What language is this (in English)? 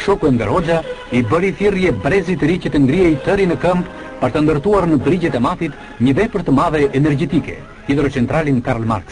Albanian